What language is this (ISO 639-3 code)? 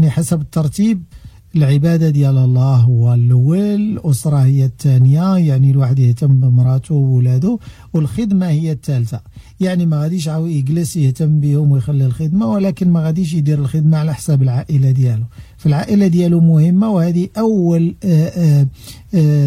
ary